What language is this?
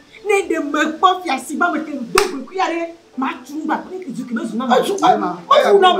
Ewe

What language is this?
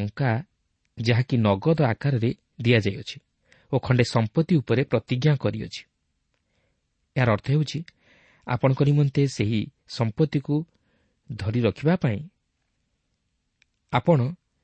Odia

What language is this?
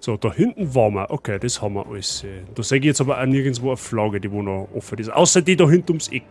Bavarian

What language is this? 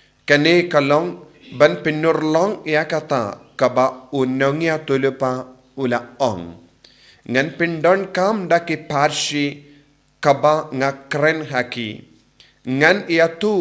Khasi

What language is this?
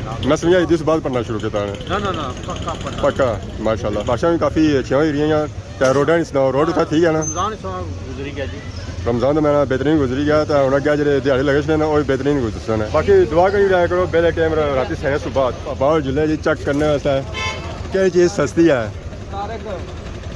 Pahari-Potwari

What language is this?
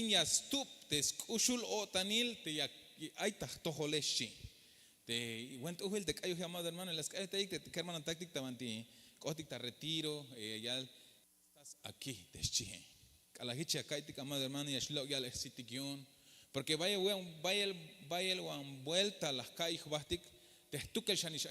Tzeltal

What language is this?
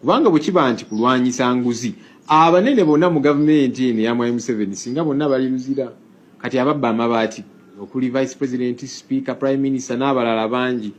Ganda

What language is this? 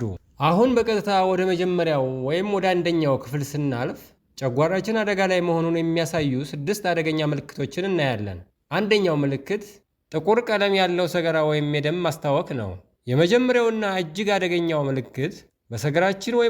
Amharic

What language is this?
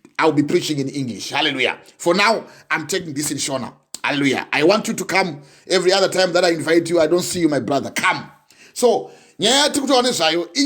Shona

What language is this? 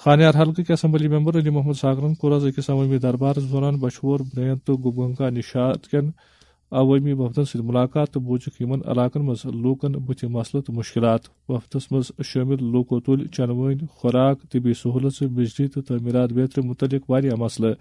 Kashmiri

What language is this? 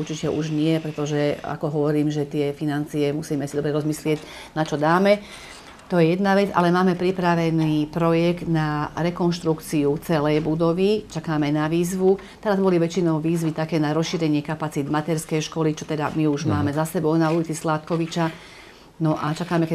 Slovak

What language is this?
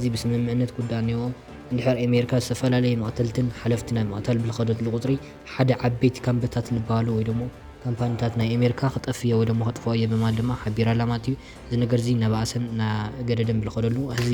Tigrinya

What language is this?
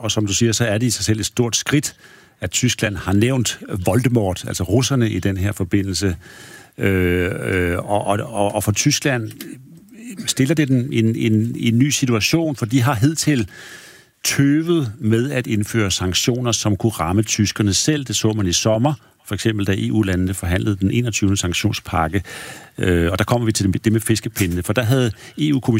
Danish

